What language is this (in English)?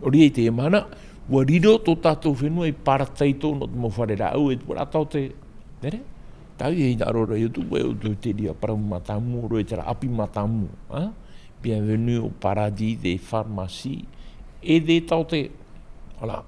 Tahitian